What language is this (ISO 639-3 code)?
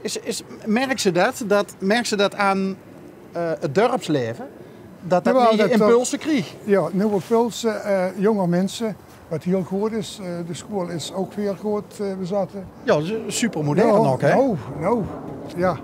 lim